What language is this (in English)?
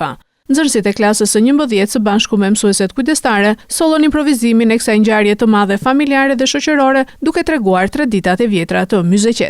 Albanian